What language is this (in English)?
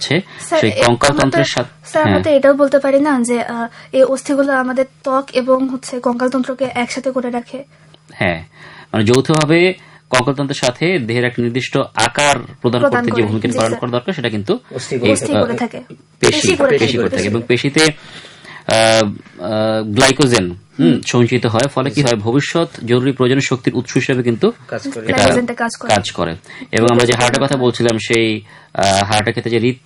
Bangla